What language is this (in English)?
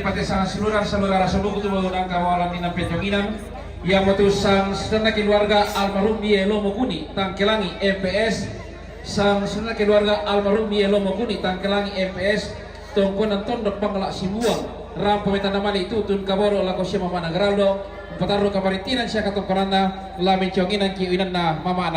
Toraja-Sa'dan